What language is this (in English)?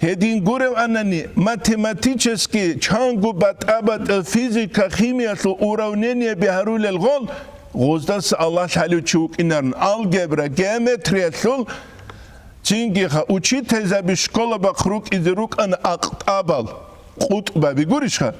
Avaric